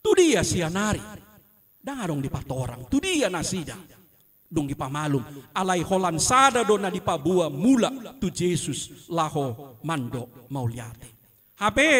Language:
Batak Toba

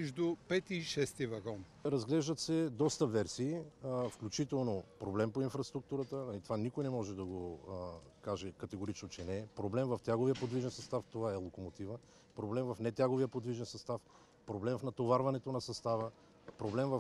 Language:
Bulgarian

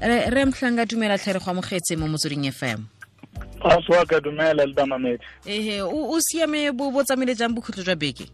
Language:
Tswana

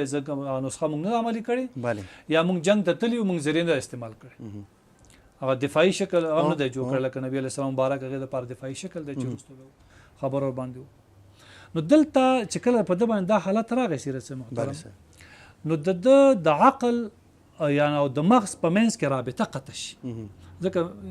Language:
Pashto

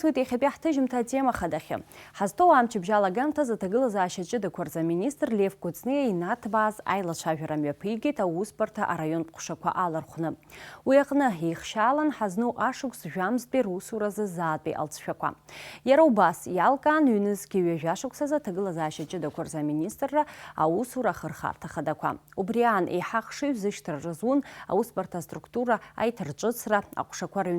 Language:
Abkhazian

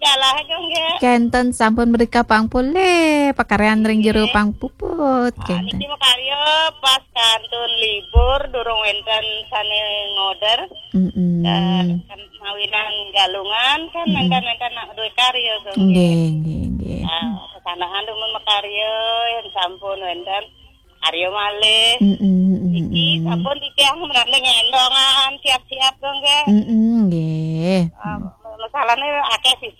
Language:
Balinese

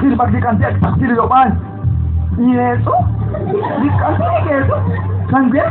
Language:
Kekchí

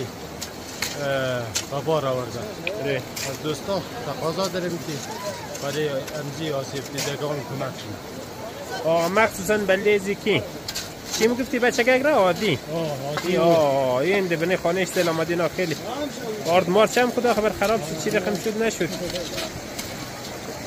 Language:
Hazaragi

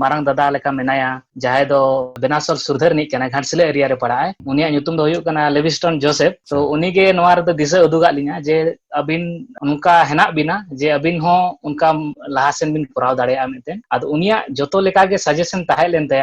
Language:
Santali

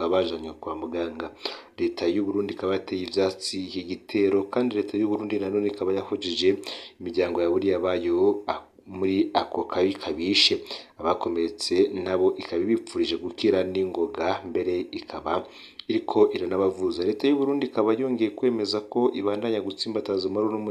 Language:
Rundi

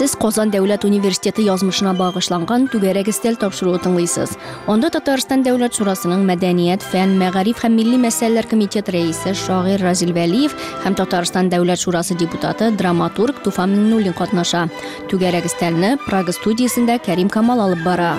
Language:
Tatar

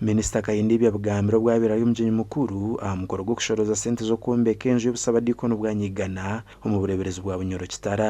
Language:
Nyankole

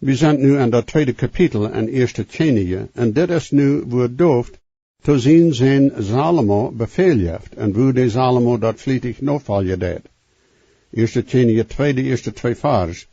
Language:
Plautdietsch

